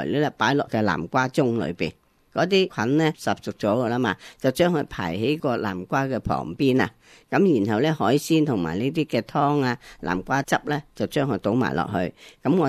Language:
Cantonese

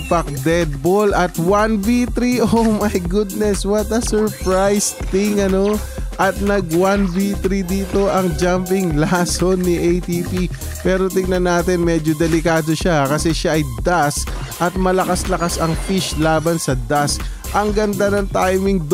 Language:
Filipino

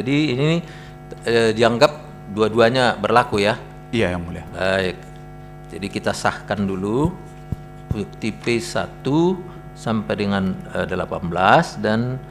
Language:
Indonesian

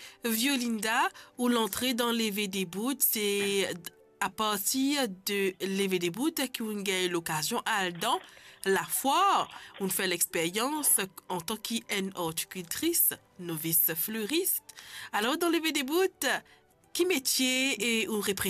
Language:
Morisyen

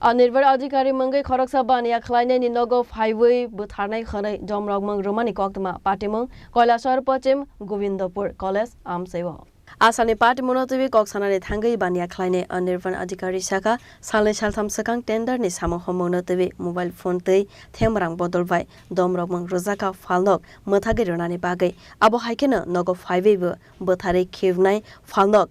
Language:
Kok Borok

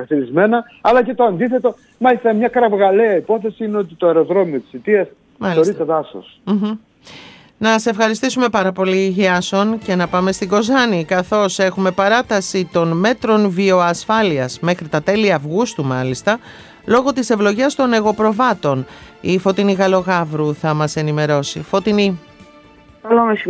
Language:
Greek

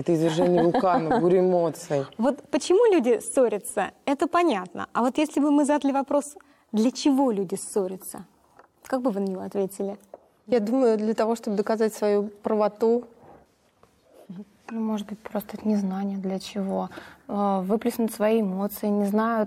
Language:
Russian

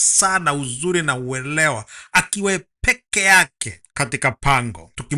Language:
Swahili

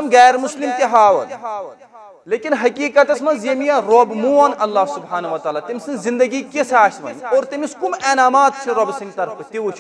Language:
Kashmiri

